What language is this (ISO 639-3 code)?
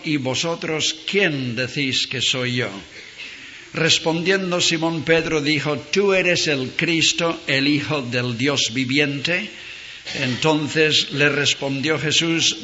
spa